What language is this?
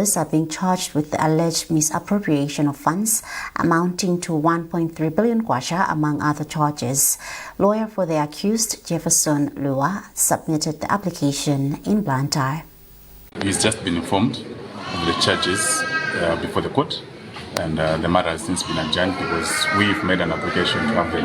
English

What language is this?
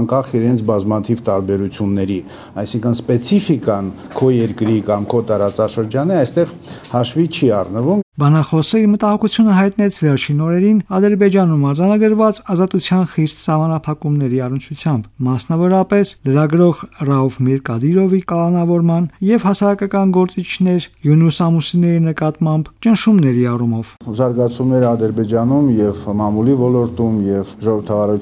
Armenian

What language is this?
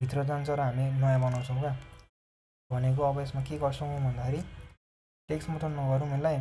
Nepali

